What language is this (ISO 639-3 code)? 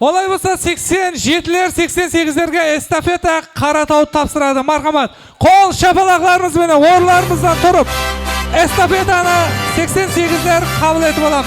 kaa